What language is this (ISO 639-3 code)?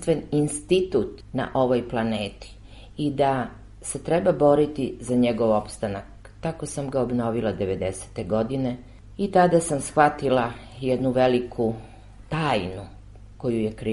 srp